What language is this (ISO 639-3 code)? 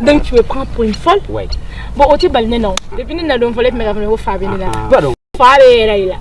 bam